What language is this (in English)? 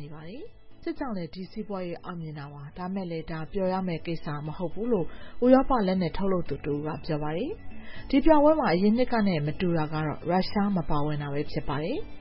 Burmese